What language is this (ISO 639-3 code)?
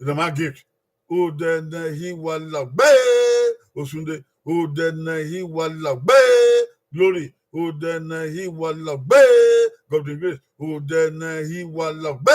bin